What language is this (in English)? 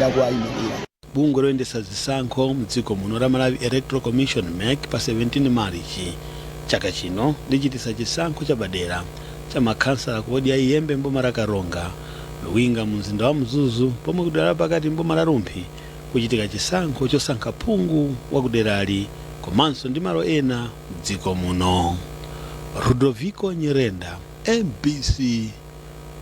Nyanja